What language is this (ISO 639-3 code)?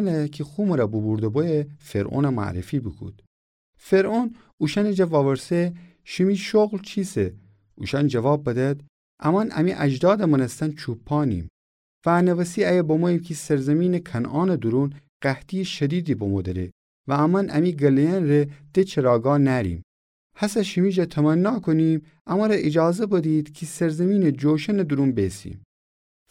glk